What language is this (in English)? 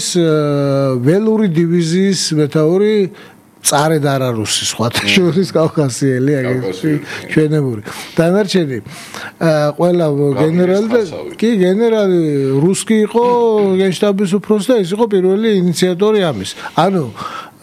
Georgian